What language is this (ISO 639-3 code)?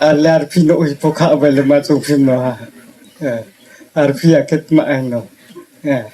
ria